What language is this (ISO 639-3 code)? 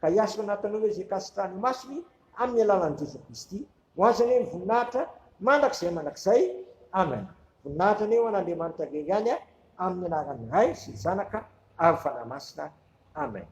mlg